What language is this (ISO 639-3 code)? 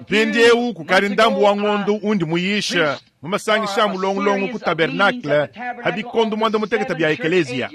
lua